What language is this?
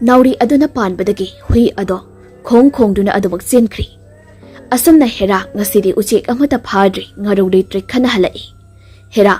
Manipuri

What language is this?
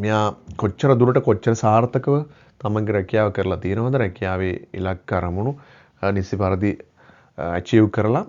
Sinhala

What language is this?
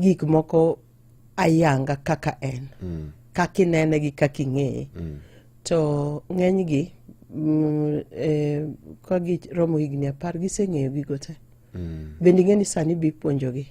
Luo (Kenya and Tanzania)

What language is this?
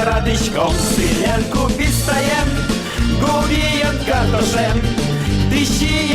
Udmurt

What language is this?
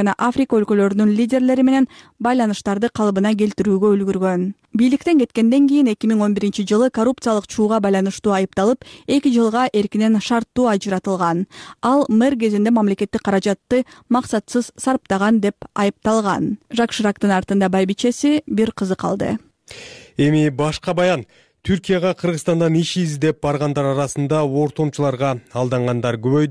Kyrgyz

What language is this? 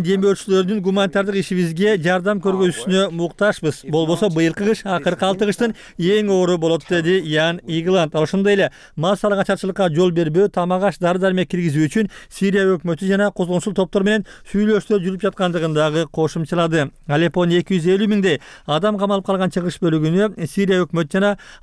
Kyrgyz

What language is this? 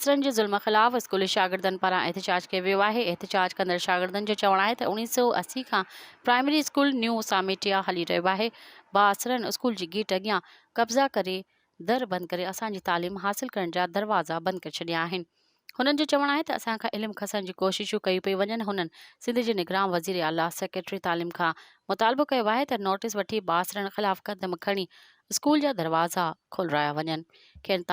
Sindhi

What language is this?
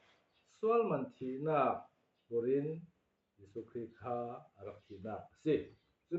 Falam Chin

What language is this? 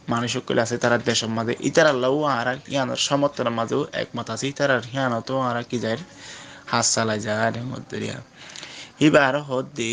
Rohingya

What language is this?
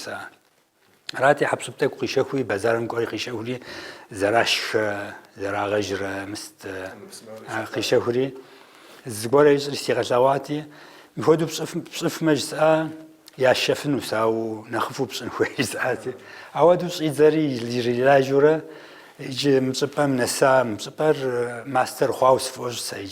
Kabardian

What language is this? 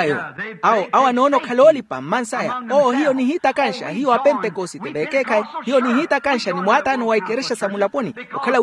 Makhuwa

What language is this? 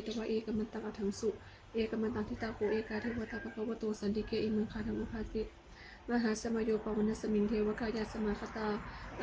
Pali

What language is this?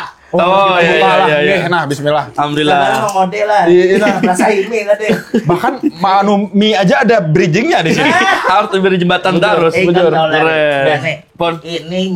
Banjar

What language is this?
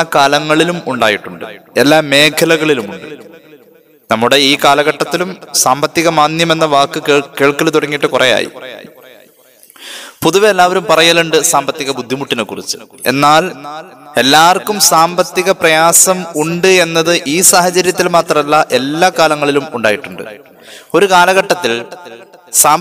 Malayalam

